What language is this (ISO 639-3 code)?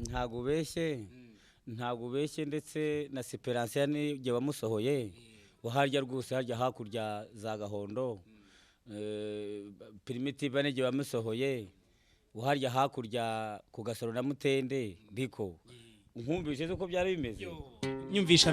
kin